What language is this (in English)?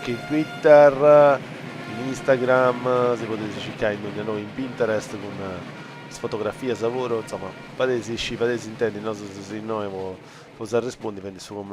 Sardinian